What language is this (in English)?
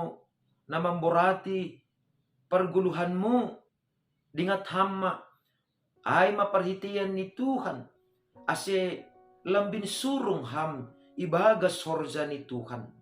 Batak Simalungun